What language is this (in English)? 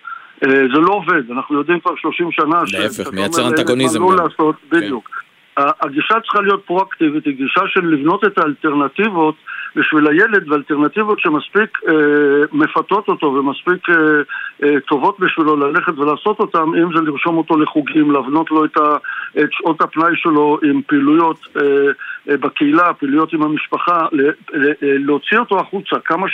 Hebrew